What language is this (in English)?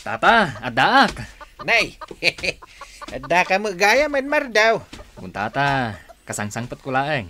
Iloko